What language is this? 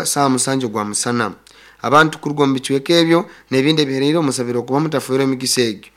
Nyoro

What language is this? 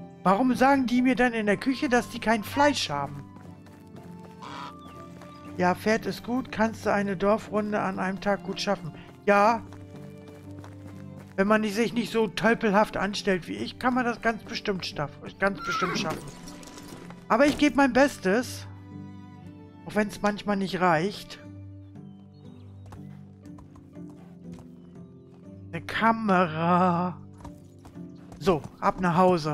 German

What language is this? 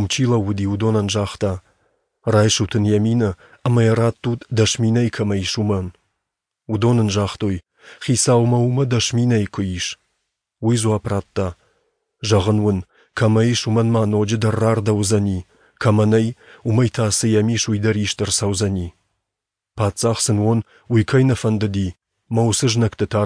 Ossetic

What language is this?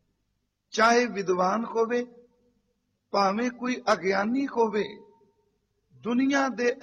Punjabi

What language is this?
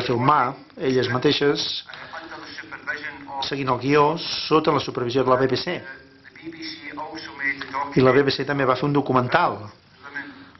Catalan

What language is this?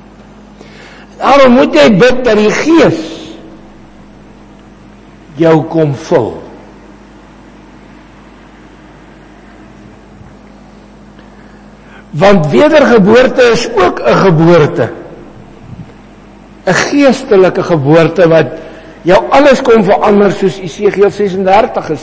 Afrikaans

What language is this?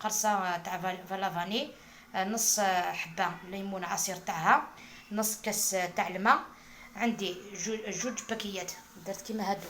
Algerian Arabic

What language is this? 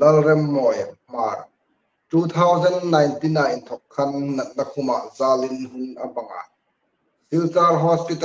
Hmar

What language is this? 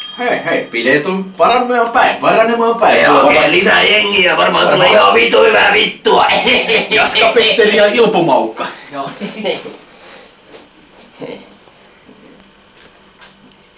Finnish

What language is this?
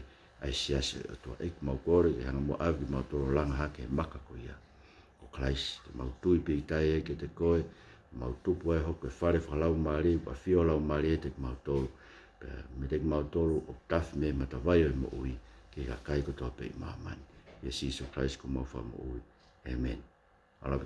Tongan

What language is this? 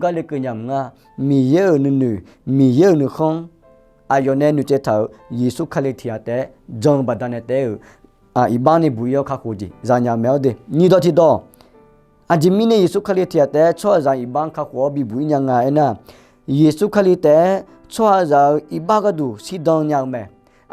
Akha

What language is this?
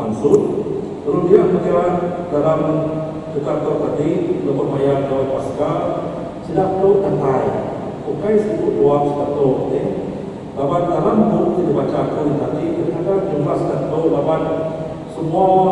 Iban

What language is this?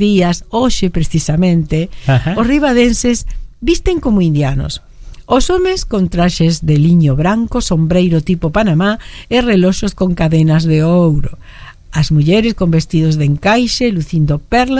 Galician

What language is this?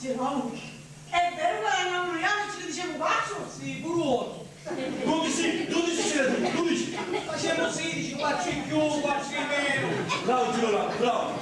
Sicilian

